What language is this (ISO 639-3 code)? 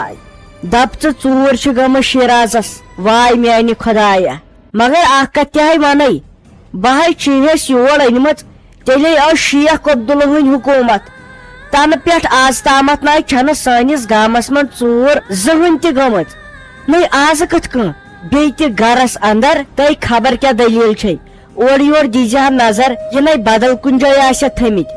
kas